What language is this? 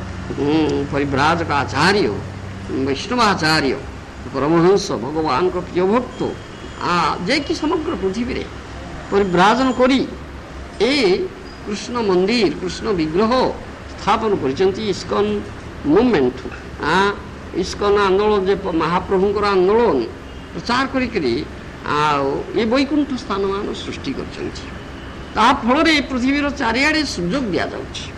Odia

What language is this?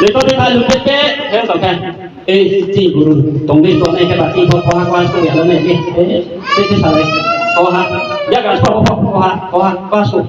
Riang (India)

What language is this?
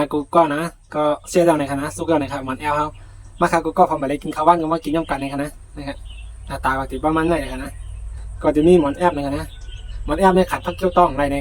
Shan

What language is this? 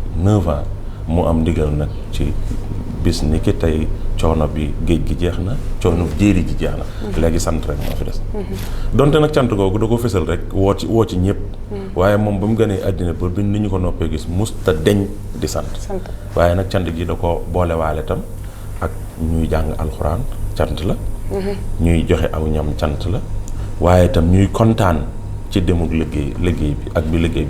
Wolof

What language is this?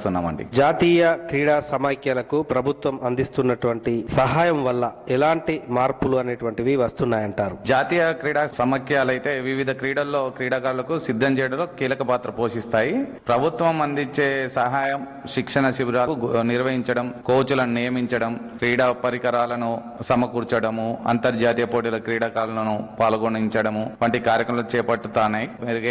Telugu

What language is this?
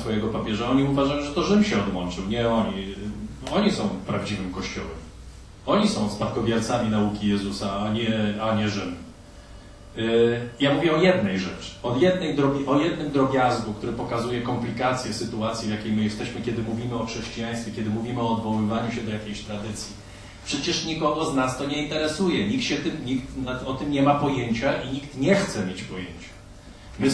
Polish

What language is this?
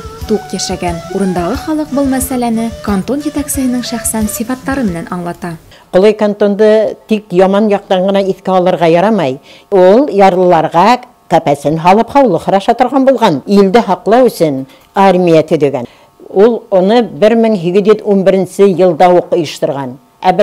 Bashkir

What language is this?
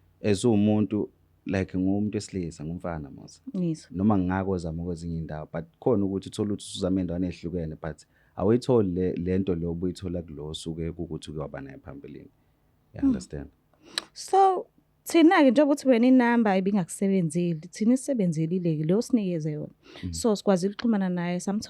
Zulu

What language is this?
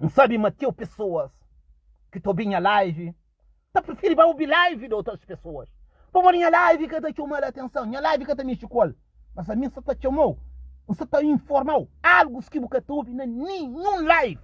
Kabuverdianu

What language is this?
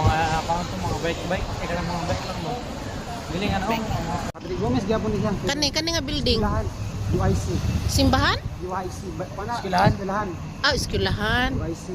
Cebuano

